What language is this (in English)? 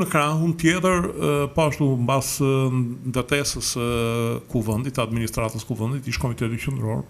Albanian